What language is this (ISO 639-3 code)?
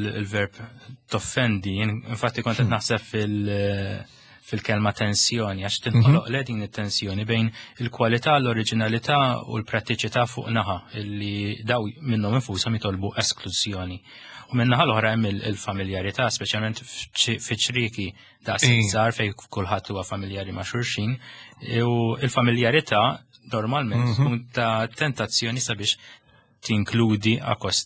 mlt